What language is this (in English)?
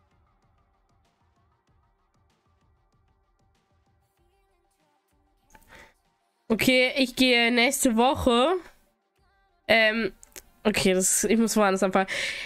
German